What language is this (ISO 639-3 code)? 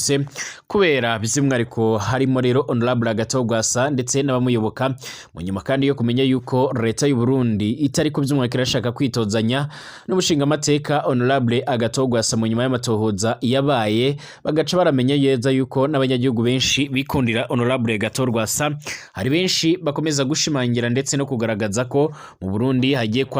run